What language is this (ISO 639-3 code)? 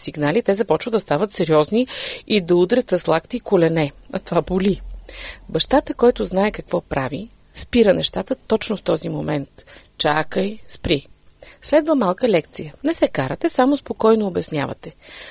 bul